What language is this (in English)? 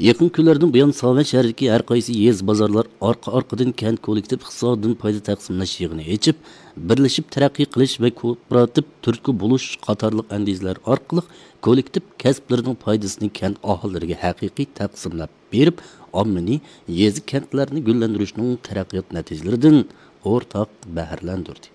Uyghur